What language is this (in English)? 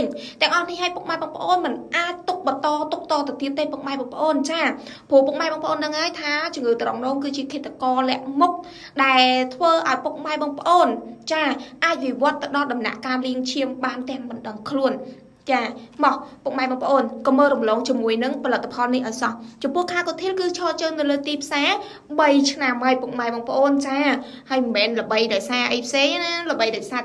Khmer